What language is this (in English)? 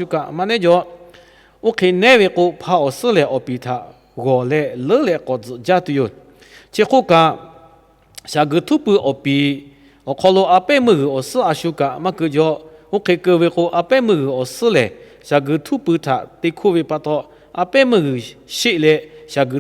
Lahu